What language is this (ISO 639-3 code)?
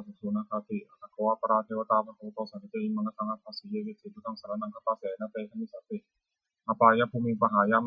pli